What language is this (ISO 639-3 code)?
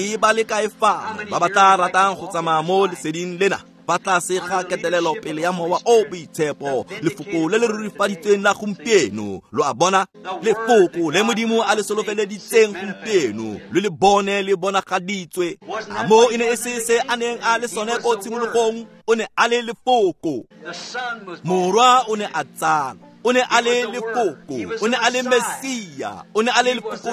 tsn